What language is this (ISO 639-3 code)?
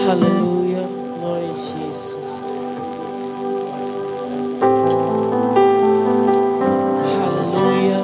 ton